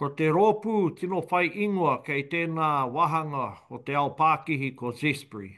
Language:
Māori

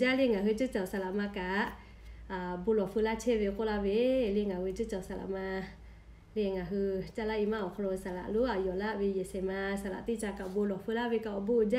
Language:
Lahu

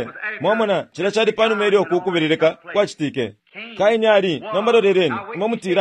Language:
Bemba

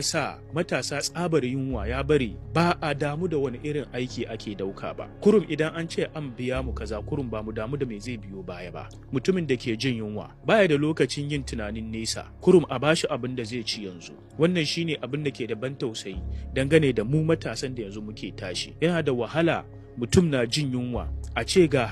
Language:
Hausa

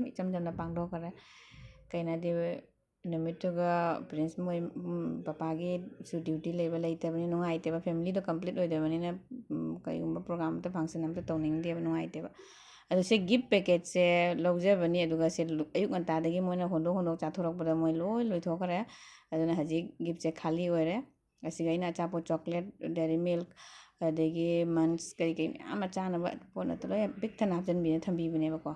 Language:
Manipuri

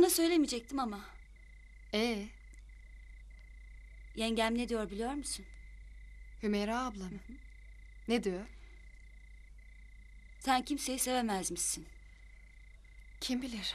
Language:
Turkish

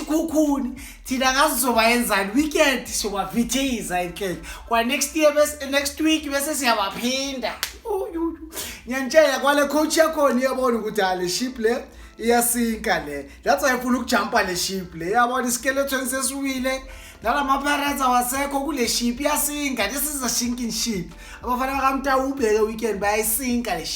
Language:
Zulu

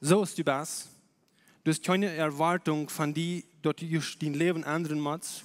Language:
Plautdietsch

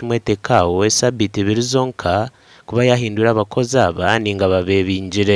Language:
Nyankole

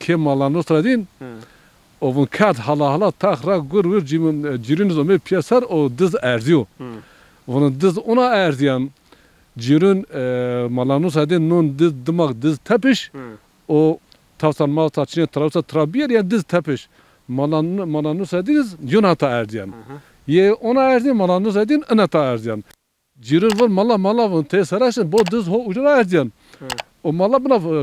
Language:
Zaza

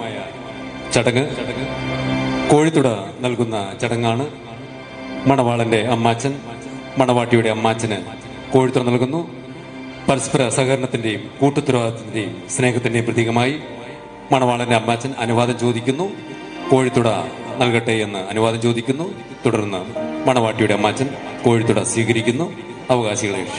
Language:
Malayalam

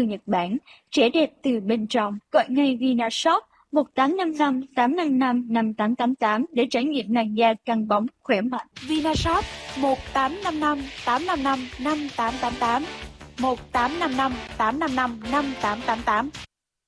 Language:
Vietnamese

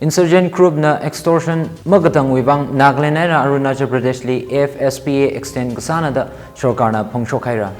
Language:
Tangkhul Naga (India)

